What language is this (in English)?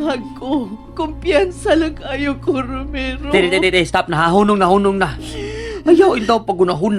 Cebuano